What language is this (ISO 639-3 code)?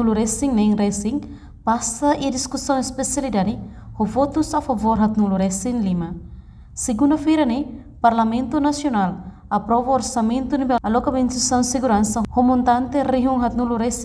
tet